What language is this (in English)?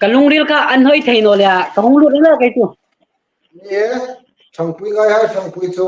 Hmar